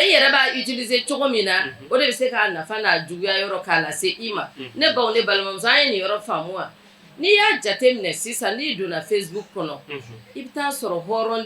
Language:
Bambara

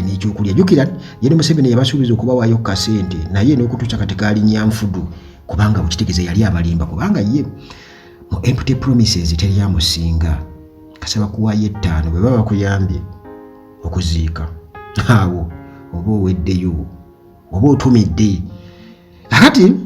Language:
Ganda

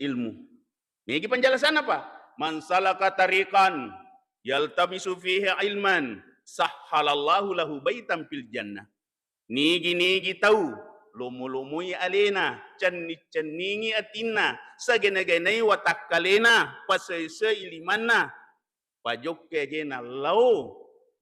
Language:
Buginese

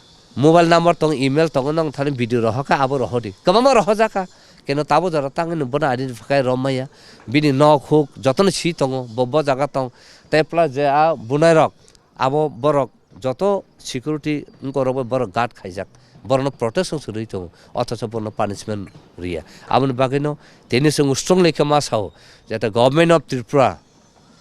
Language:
Kok Borok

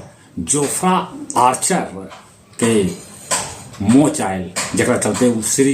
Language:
Magahi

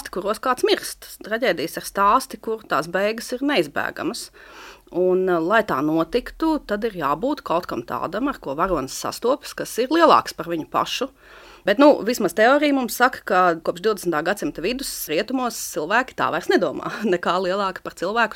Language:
Latvian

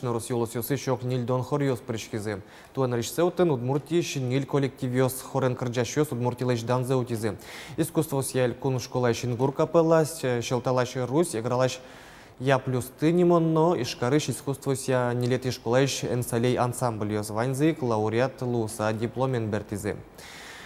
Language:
Udmurt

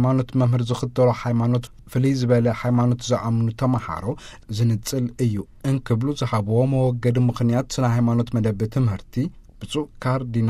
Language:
Tigrinya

